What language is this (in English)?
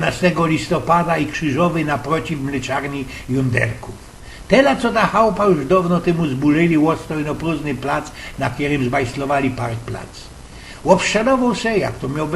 Silesian